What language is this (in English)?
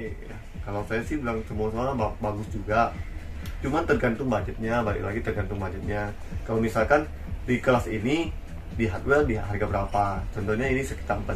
Indonesian